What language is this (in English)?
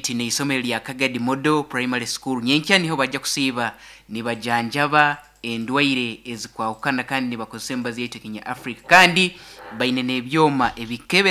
Nyankole